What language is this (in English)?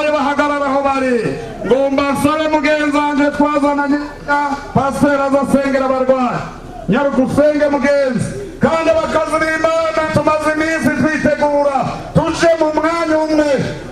Rundi